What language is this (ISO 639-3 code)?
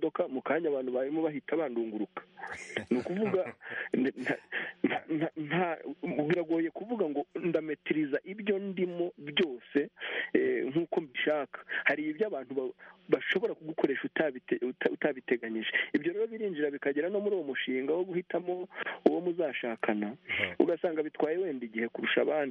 kin